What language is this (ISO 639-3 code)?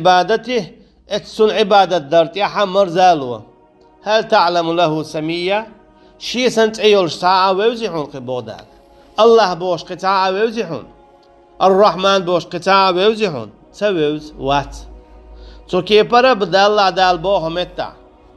che